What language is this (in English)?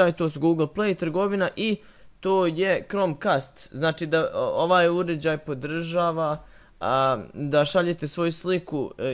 Bosnian